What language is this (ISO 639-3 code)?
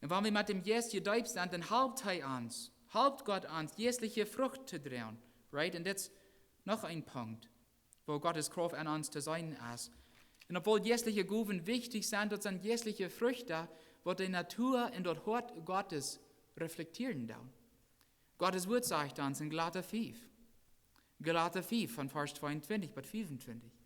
pdt